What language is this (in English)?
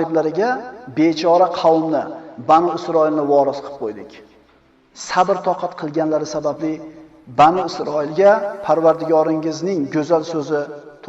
Uzbek